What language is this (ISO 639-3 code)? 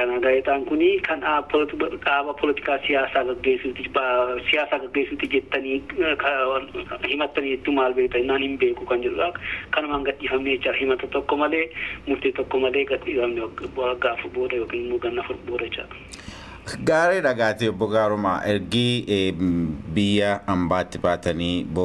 orm